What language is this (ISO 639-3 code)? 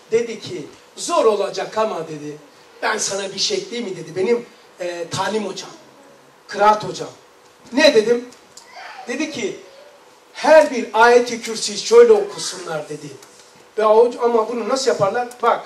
tur